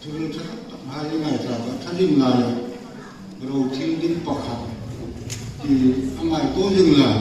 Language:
Hmar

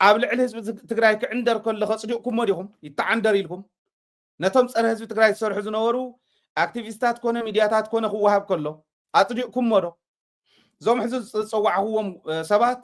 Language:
Tigrinya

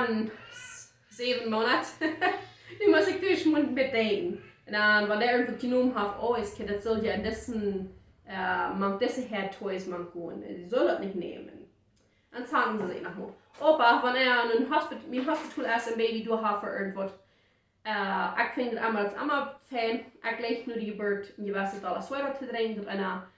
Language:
Plautdietsch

